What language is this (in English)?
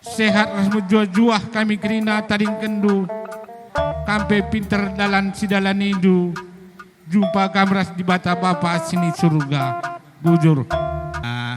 Batak Karo